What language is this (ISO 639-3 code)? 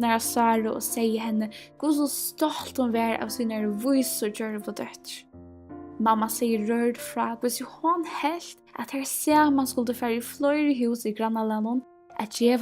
fao